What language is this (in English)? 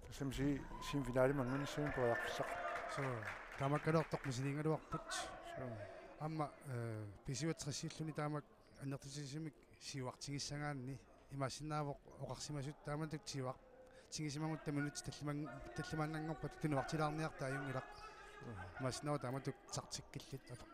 Kalaallisut